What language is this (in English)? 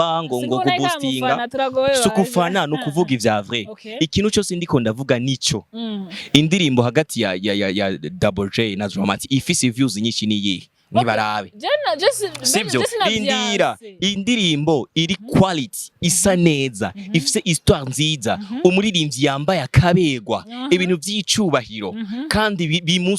Rundi